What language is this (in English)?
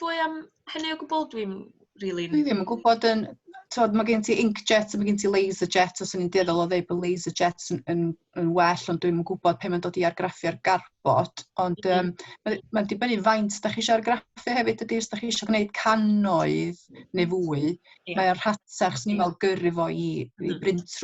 Welsh